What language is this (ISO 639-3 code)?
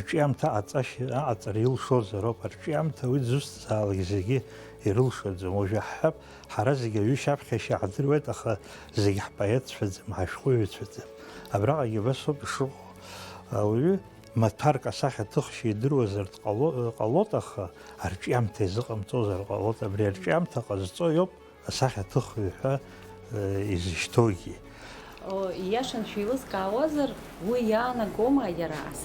abk